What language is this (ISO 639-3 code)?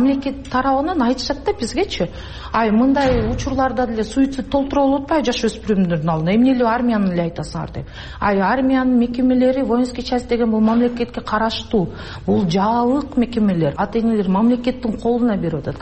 kir